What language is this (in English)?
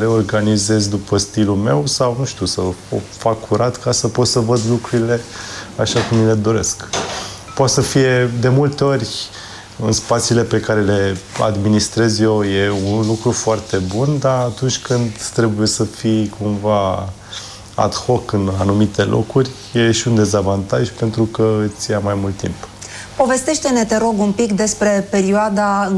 Romanian